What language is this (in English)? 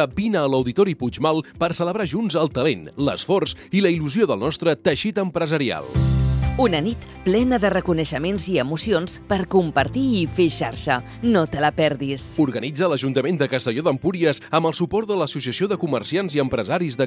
Catalan